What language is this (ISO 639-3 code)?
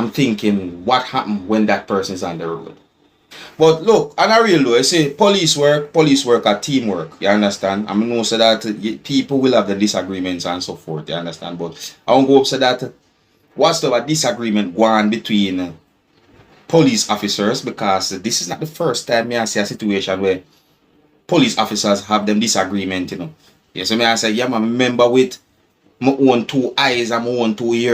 jam